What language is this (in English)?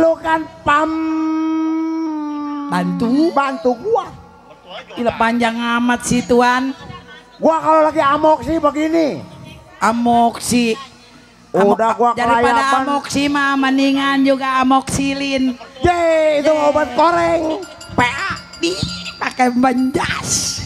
Betawi